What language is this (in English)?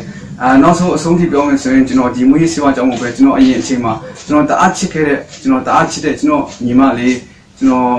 Burmese